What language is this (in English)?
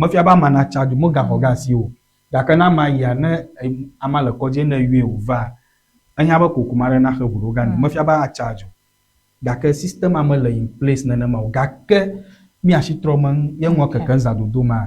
Ewe